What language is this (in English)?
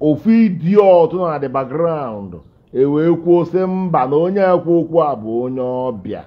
Igbo